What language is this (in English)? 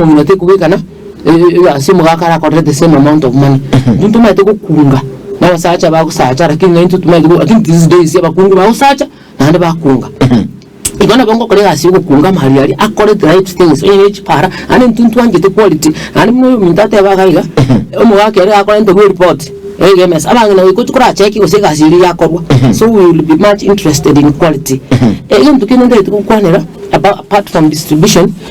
Gusii